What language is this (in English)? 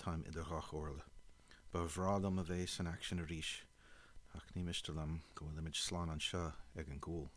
Irish